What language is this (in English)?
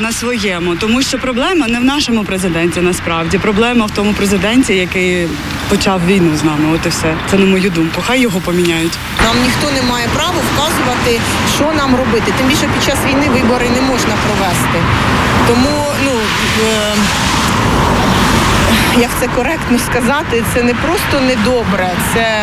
Ukrainian